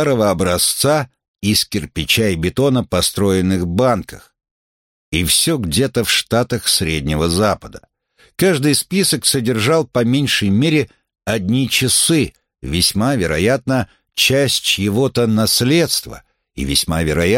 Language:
Russian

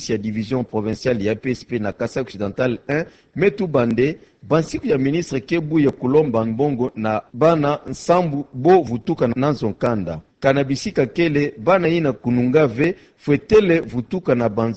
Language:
Kituba (Democratic Republic of Congo)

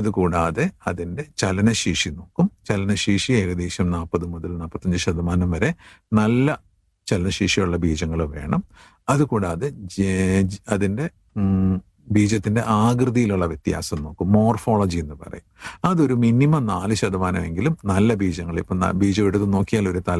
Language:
Malayalam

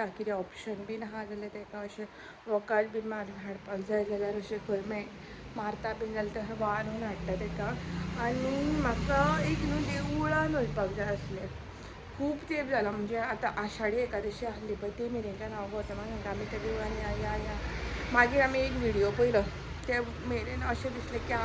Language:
Konkani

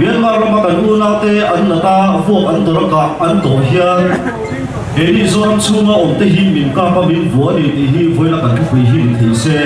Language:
Mizo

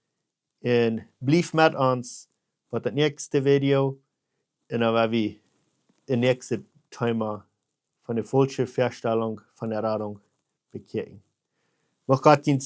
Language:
Plautdietsch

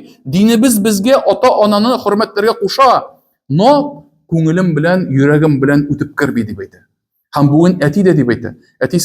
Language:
Tatar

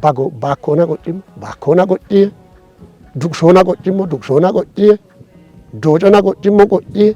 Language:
Kafa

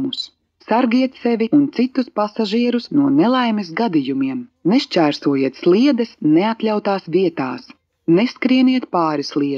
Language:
Latvian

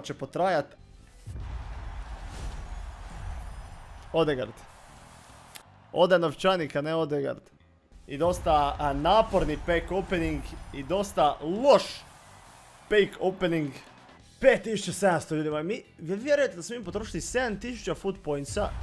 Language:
Croatian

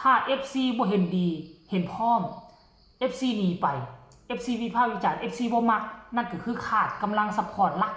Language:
Northeastern Thai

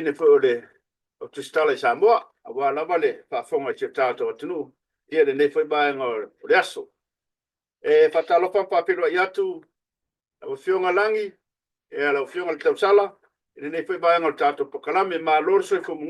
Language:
Samoan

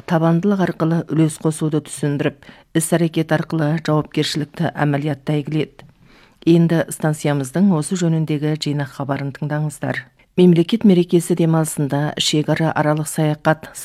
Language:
Kazakh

